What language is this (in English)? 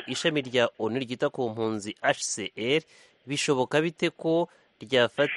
Kinyarwanda